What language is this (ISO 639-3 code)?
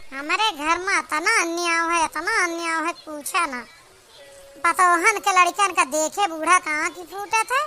awa